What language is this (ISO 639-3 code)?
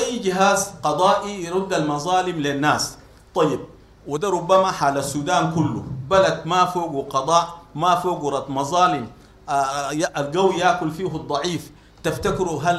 apd